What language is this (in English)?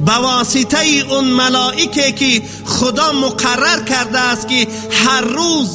Tajik